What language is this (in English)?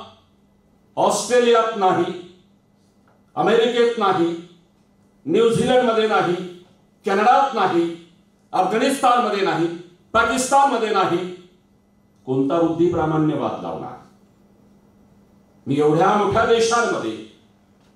Marathi